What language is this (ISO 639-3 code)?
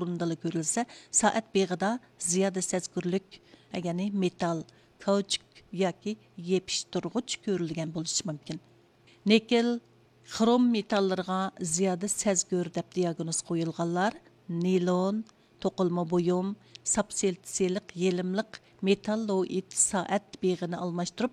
uig